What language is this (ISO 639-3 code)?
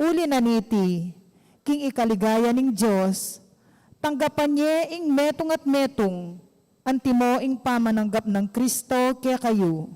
pam